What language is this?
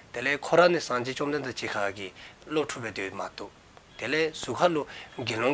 Dzongkha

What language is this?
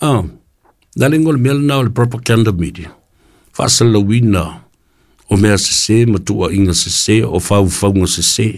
Samoan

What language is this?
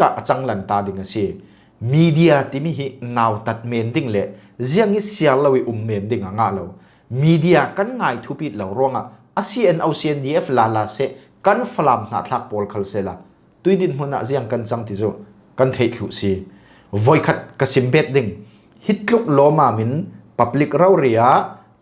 Falam Chin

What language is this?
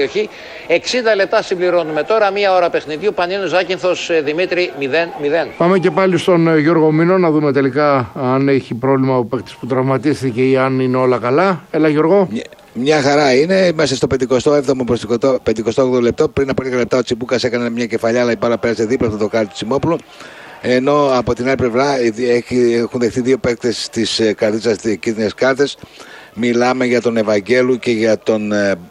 Greek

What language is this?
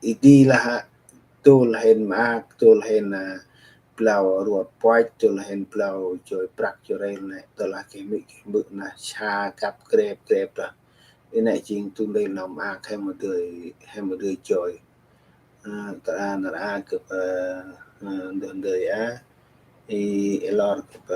Central Mnong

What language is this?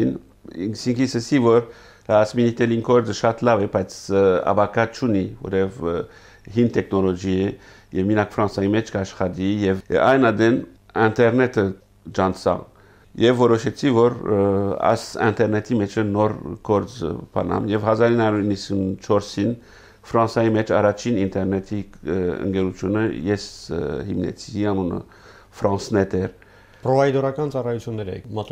Armenian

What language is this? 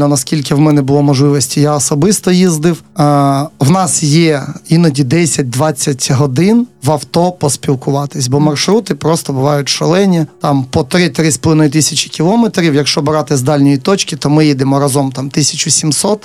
Ukrainian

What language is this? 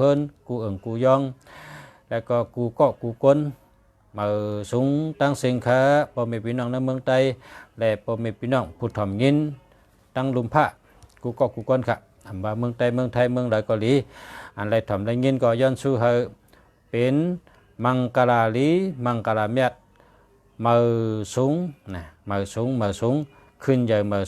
Shan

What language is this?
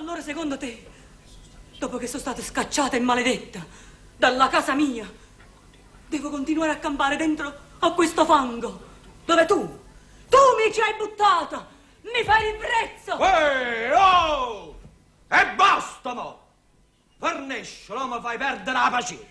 Neapolitan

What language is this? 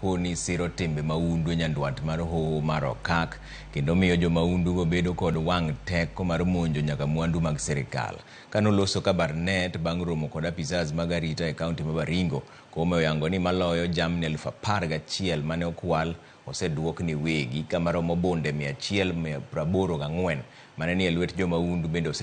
Luo (Kenya and Tanzania)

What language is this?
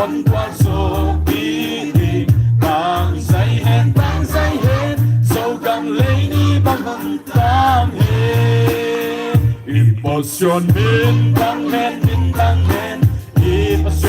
Paite Chin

